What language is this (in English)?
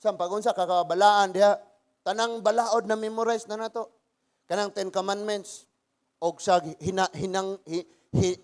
Cebuano